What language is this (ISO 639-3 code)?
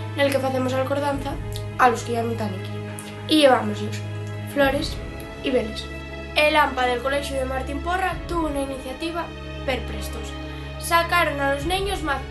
ast